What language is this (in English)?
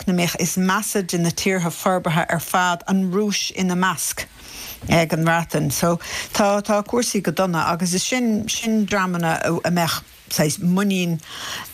Irish